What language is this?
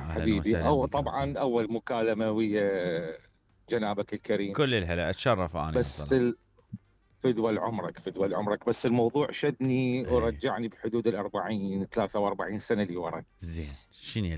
Mesopotamian Arabic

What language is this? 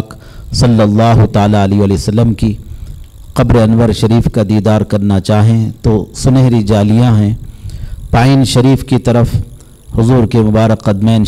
Urdu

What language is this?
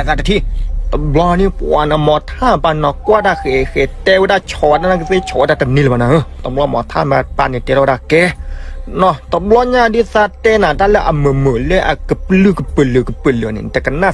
S'gaw Karen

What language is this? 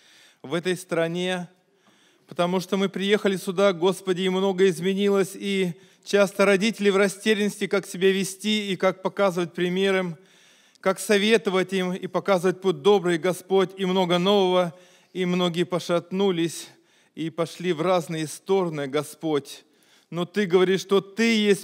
Russian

